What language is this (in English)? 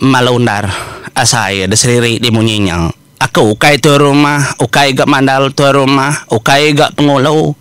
Iban